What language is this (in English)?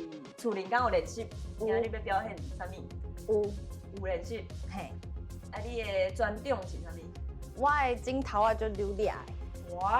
Min Nan Chinese